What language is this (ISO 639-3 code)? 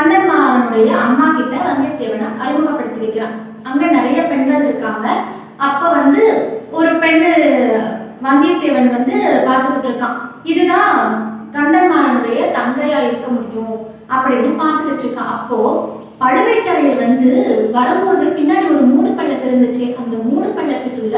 tam